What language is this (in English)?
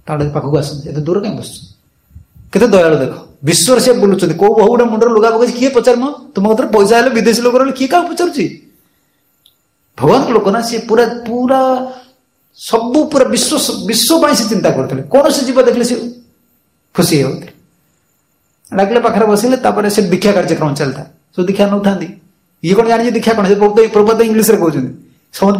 Odia